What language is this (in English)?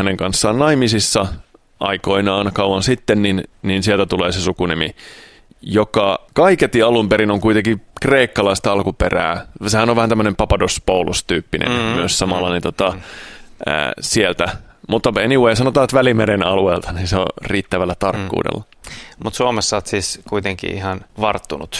Finnish